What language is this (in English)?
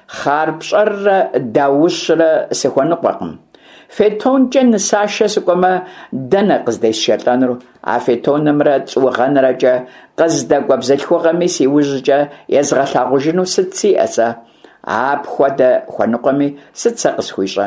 Kabardian